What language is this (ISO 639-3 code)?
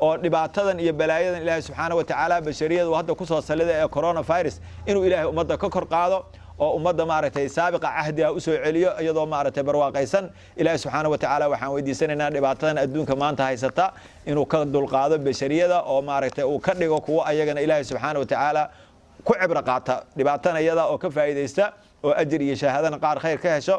som